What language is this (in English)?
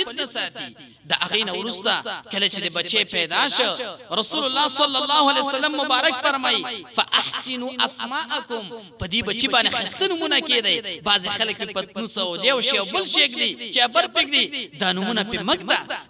Pashto